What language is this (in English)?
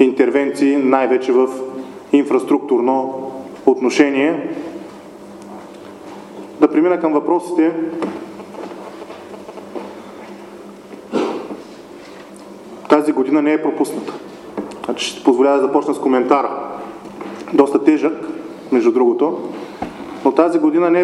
Bulgarian